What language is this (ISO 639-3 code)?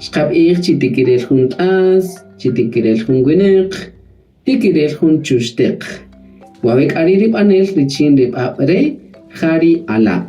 cak